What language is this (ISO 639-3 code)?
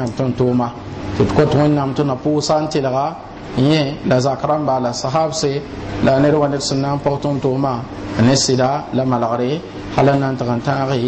mos